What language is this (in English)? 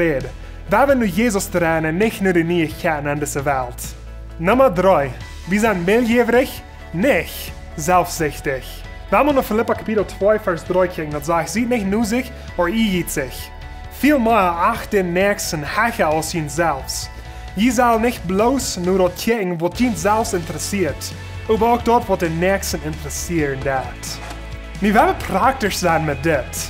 Plautdietsch